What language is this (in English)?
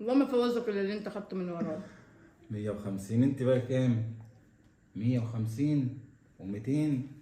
Egyptian Arabic